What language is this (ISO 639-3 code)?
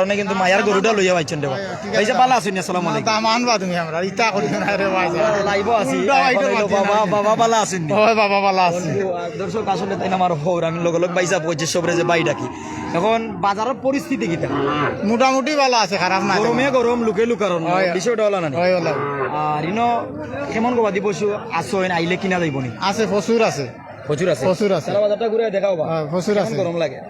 syl